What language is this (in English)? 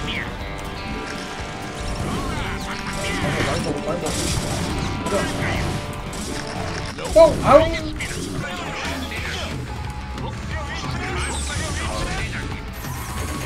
Korean